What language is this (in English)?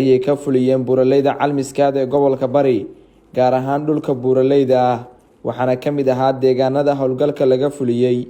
Somali